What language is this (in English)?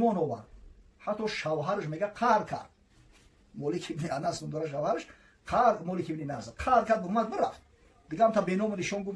Tajik